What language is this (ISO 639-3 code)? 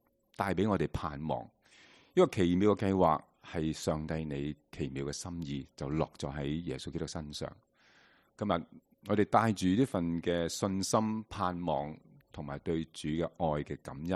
yue